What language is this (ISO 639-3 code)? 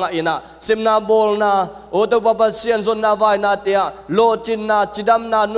ctd